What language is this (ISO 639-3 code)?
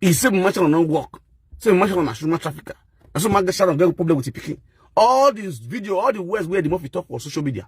pcm